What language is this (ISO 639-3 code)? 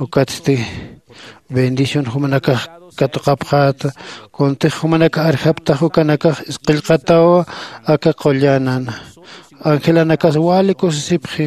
aym